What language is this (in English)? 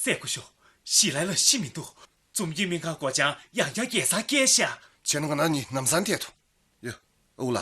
Tibetan